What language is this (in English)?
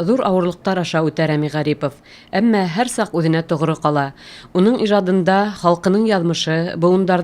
Bashkir